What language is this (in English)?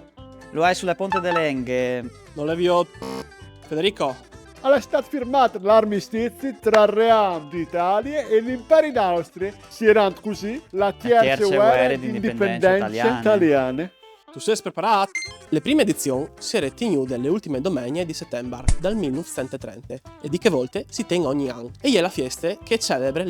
Friulian